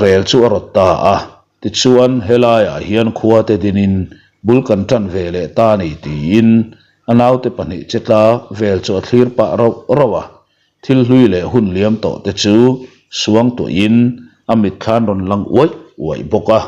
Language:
Mizo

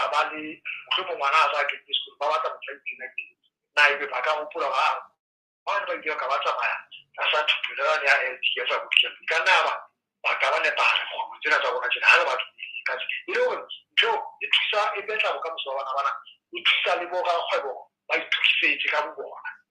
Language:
Southern Sotho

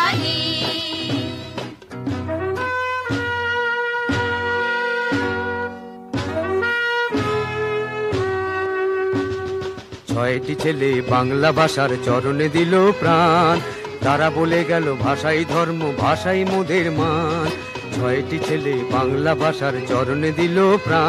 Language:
Bangla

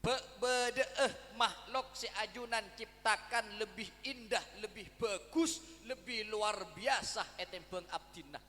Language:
Madurese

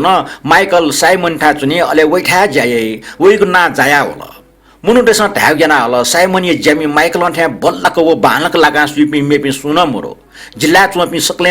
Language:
Newari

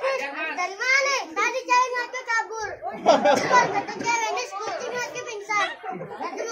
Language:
Betawi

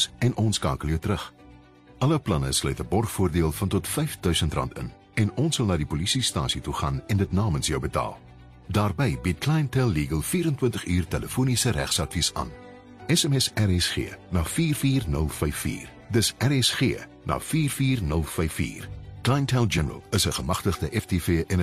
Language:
Afrikaans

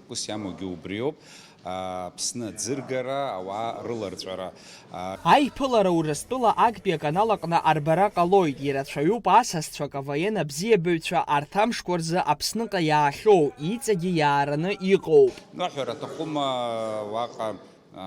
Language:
Abkhazian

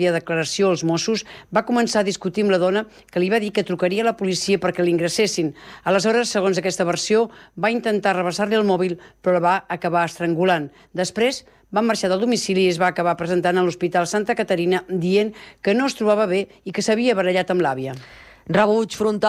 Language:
Catalan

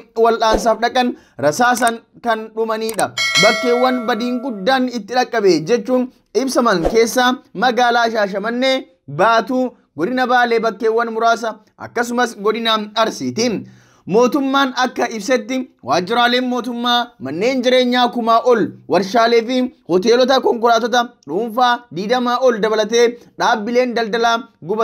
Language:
Oromo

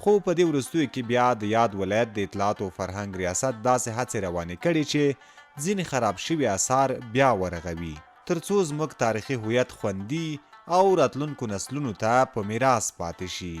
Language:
Pashto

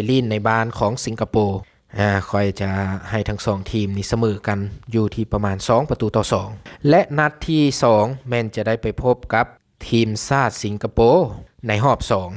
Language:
Lao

